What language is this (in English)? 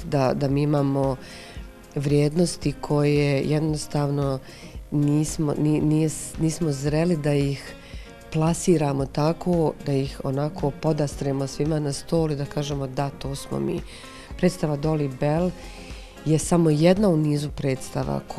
Bosnian